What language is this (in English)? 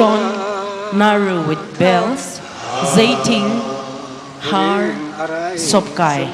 Tangkhul Naga (India)